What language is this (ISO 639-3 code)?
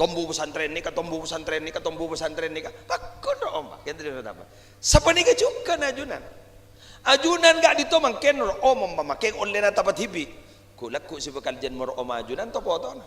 mad